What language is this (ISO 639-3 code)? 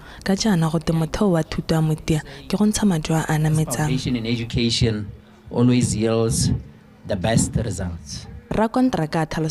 tsn